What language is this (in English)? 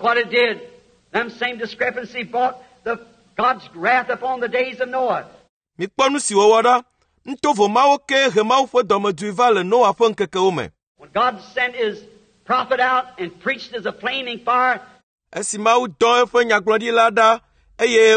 Ewe